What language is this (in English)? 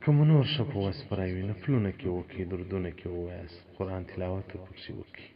Pashto